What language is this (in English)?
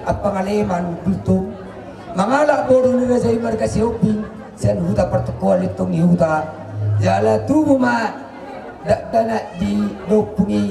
Batak Toba